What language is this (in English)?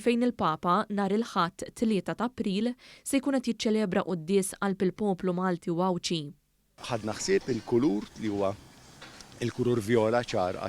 Maltese